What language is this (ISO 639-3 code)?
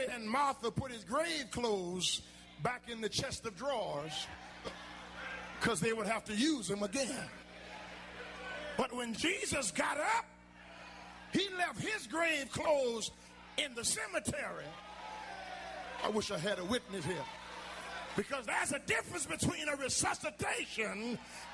eng